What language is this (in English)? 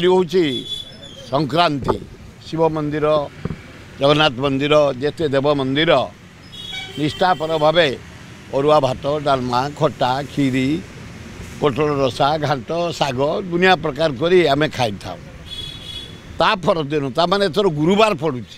Odia